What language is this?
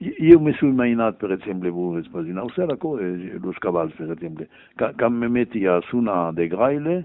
Occitan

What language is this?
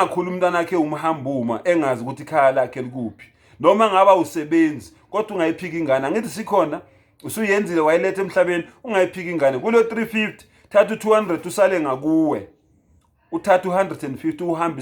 Zulu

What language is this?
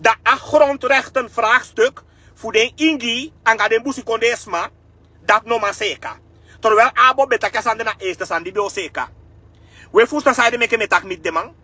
Sranan Tongo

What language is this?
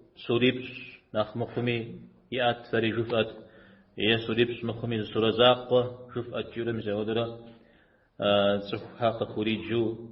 Kabardian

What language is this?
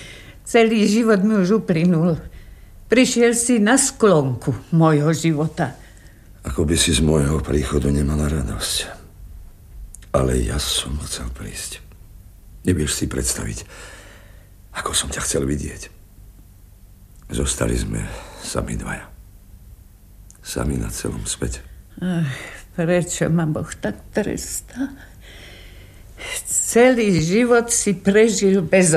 Slovak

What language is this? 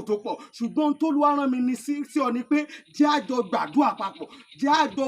Yoruba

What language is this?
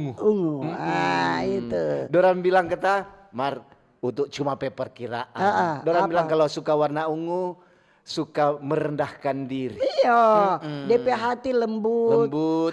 Manado Malay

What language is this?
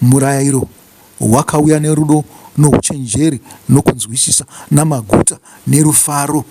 Shona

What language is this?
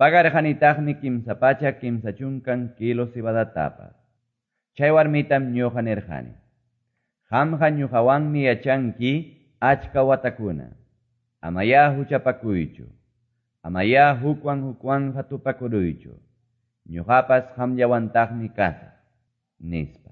Quechua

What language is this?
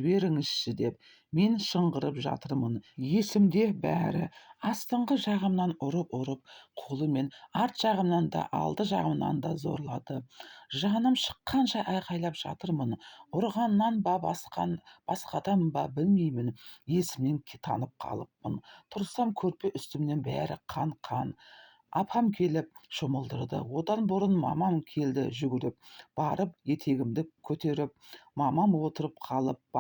Kazakh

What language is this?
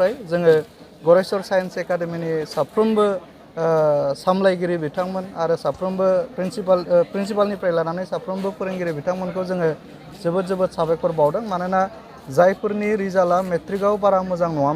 Bodo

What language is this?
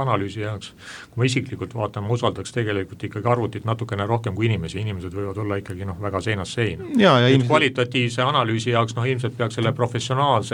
Estonian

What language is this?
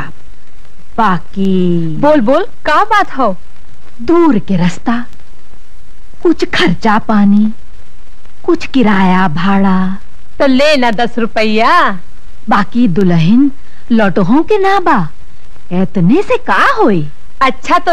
Bhojpuri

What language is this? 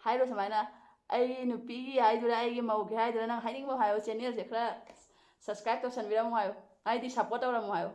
Manipuri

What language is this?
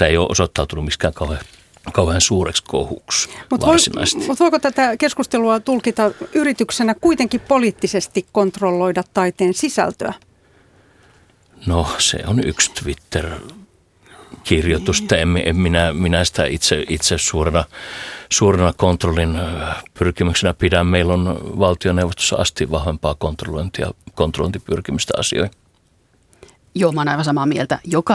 Finnish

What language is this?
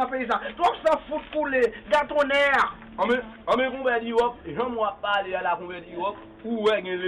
Haitian Creole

